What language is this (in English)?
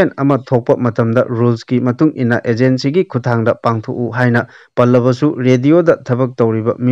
Manipuri